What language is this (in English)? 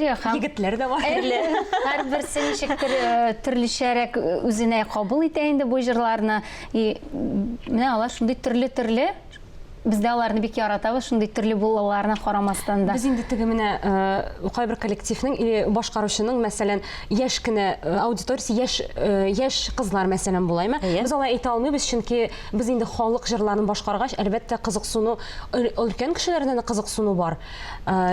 Tatar